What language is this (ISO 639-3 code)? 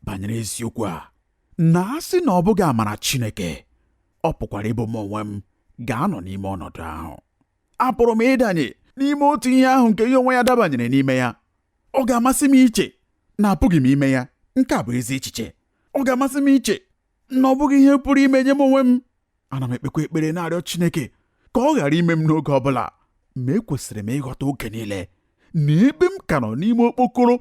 ibo